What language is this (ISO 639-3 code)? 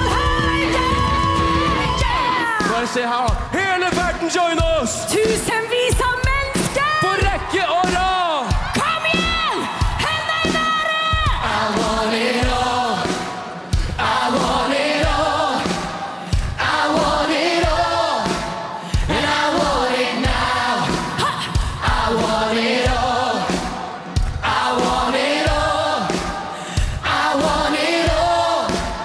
nor